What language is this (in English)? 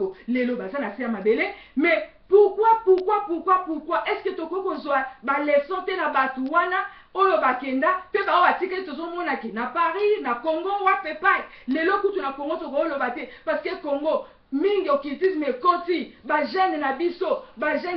Lingala